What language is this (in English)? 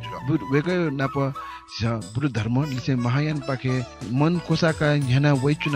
Newari